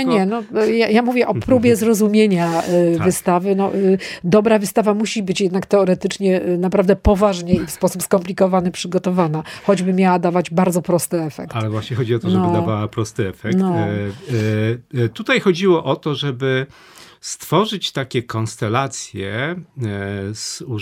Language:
Polish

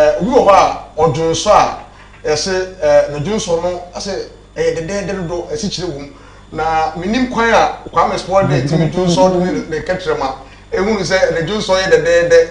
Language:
Akan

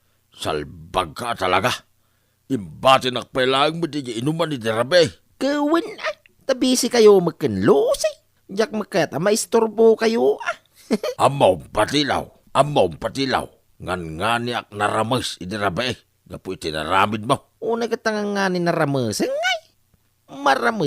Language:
Iloko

